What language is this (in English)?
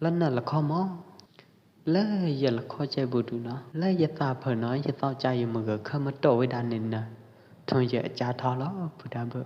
Pwo Eastern Karen